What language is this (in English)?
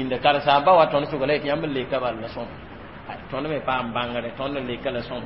Mossi